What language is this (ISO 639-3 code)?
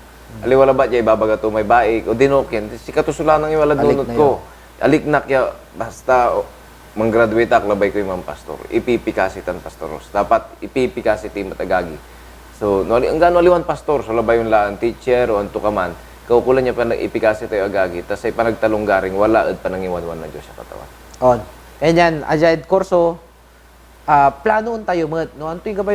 pag